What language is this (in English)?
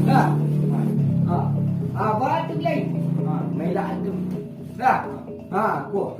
Minangkabau